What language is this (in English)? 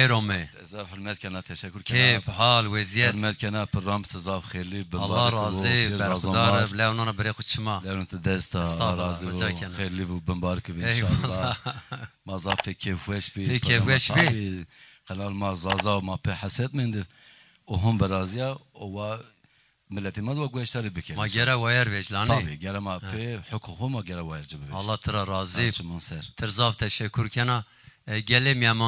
Zaza